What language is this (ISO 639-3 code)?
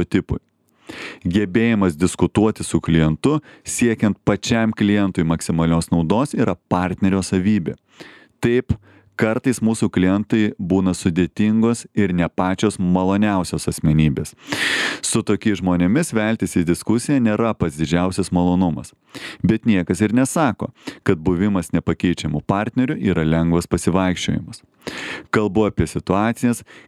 lit